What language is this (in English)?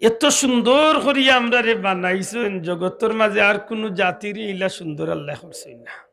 Sylheti